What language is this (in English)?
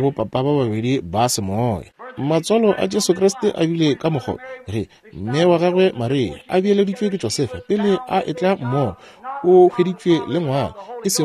Northern Sotho